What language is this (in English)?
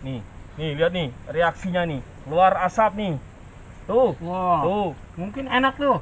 Betawi